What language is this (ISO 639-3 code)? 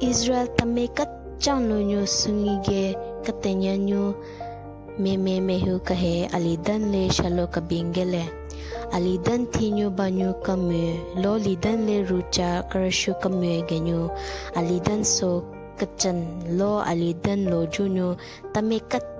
nre